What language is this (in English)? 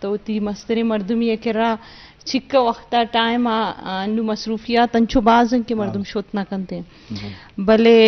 Eastern Balochi